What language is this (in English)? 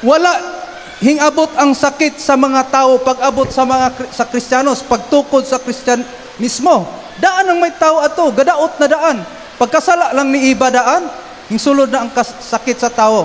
Cebuano